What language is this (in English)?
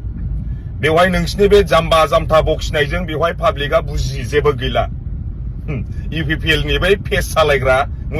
Bodo